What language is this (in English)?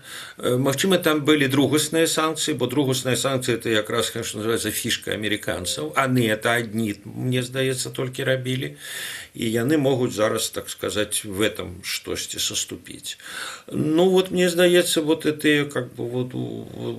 Belarusian